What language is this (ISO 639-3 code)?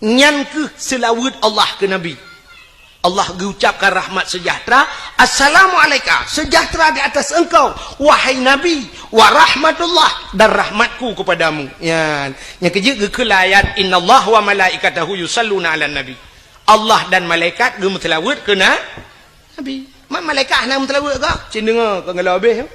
ace